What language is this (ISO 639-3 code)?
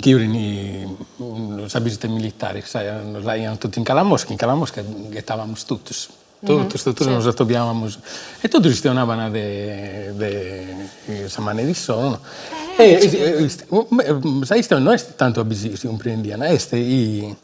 srd